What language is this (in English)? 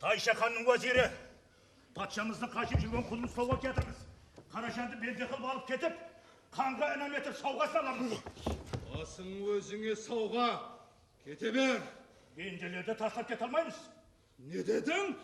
Kara-Kalpak